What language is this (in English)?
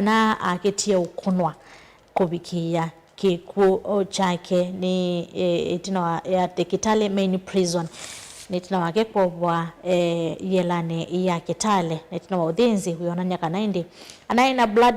Kamba